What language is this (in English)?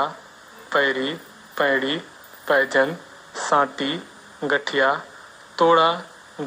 Chhattisgarhi